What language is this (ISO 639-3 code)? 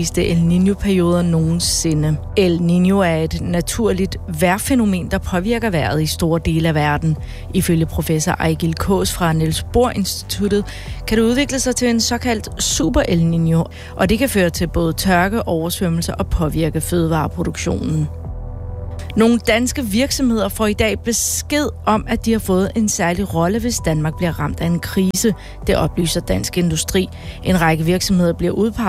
dan